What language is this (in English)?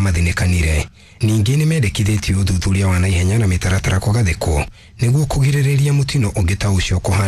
Kikuyu